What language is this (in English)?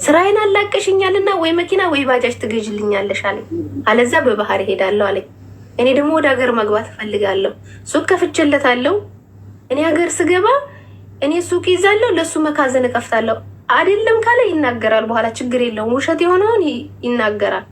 Amharic